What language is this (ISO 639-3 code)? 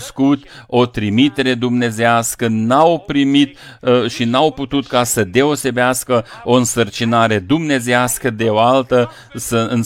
ron